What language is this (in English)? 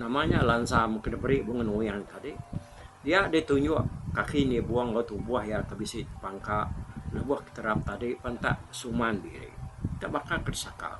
Iban